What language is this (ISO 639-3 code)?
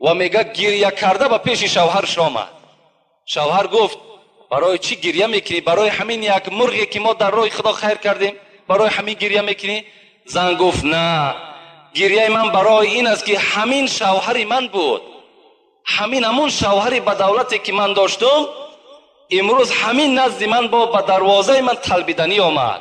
tgk